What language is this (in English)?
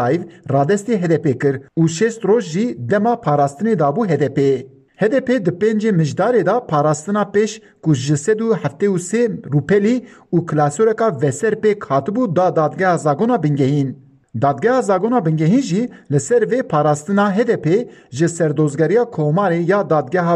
Kurdish